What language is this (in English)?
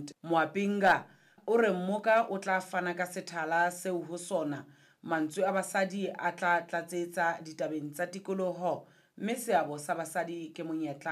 Southern Sotho